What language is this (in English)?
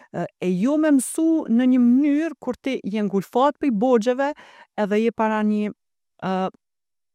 Albanian